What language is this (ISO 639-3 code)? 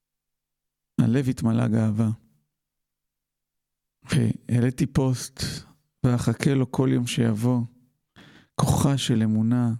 heb